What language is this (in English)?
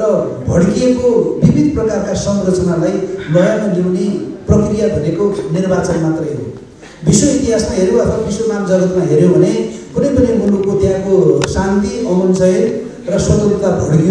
Nepali